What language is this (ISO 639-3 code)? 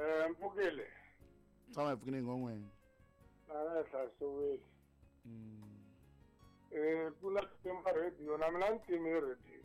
tso